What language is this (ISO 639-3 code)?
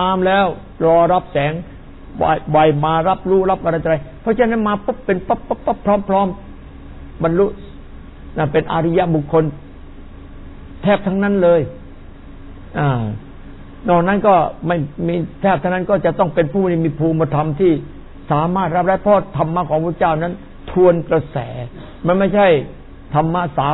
tha